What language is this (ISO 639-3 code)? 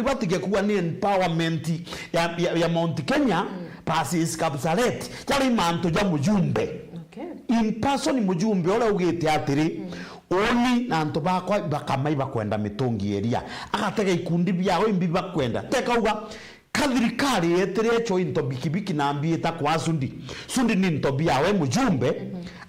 mer